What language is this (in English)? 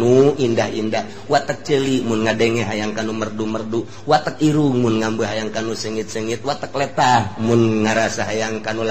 Sundanese